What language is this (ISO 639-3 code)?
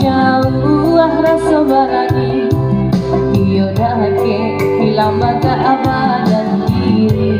min